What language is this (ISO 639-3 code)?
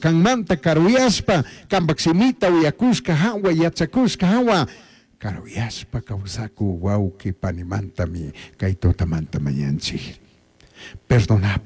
qug